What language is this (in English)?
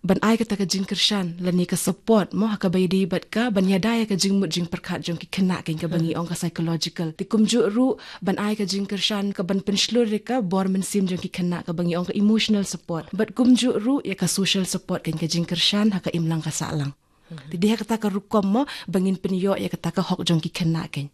Khasi